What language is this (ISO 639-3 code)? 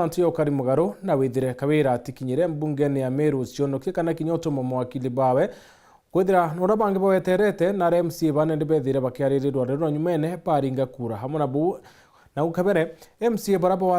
mer